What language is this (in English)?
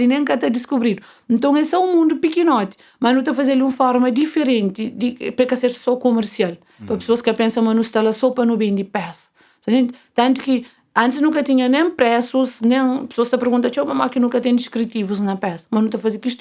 Kabuverdianu